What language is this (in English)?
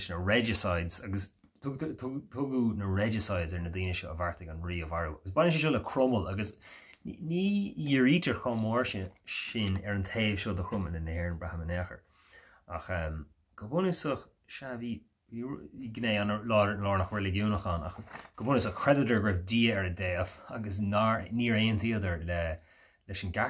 Irish